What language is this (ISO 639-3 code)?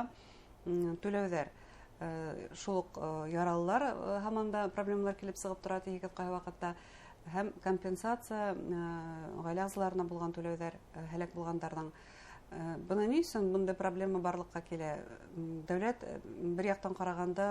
bak